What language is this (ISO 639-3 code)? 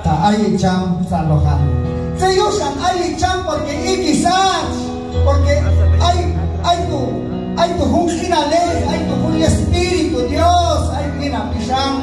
kjb